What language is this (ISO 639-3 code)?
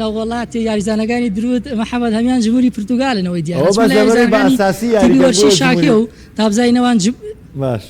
ckb